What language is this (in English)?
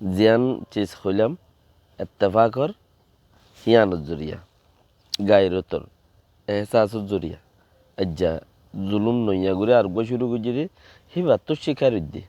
Rohingya